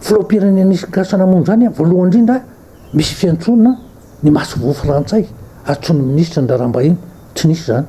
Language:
Malagasy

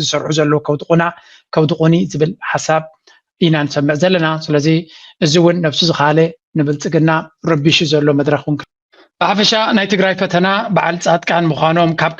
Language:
Tigrinya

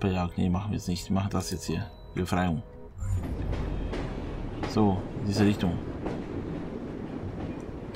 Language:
German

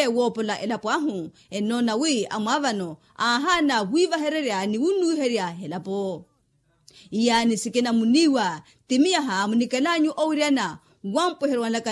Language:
Makhuwa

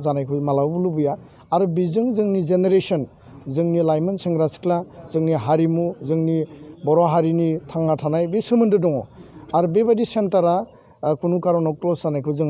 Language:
Bodo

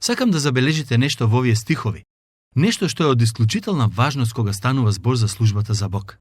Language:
Macedonian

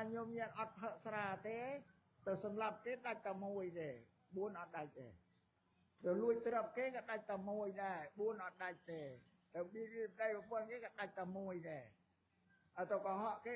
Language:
Khmer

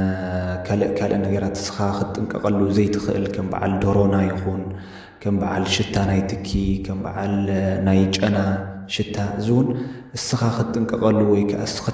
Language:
Tigrinya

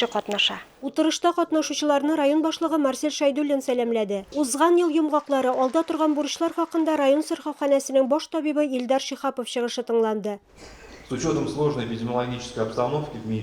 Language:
Tatar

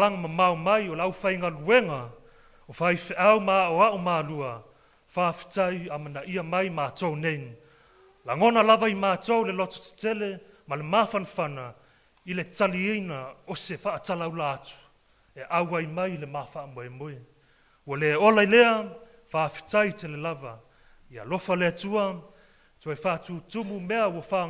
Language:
Samoan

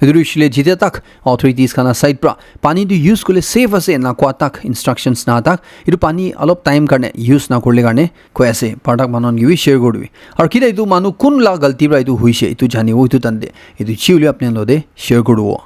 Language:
Naga Pidgin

